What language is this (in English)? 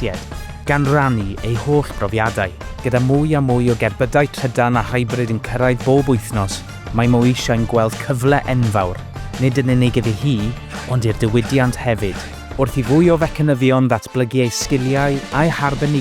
Welsh